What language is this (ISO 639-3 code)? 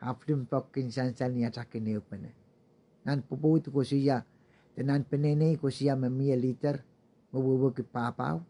pon